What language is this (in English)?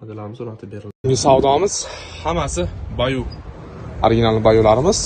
Uzbek